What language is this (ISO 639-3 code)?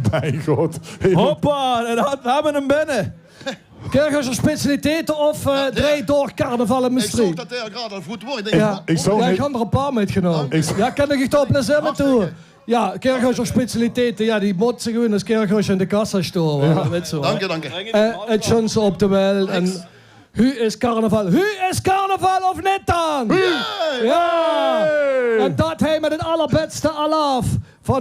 lim